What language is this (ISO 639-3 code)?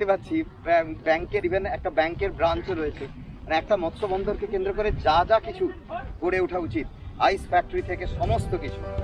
ben